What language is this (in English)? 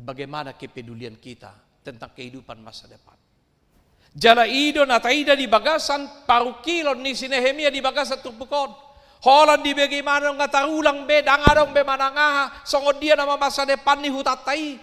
Batak Toba